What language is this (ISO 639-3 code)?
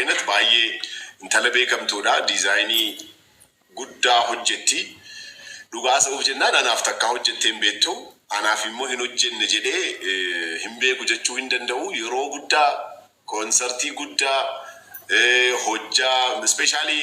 orm